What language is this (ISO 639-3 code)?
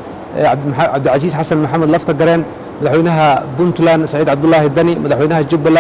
som